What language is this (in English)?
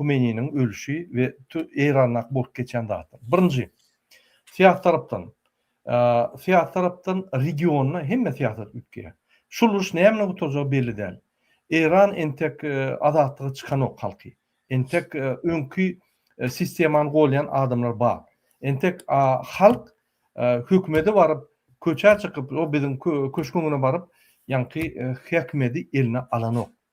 Turkmen